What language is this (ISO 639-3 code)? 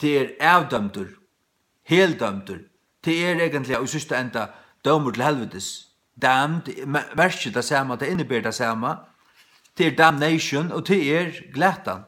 fao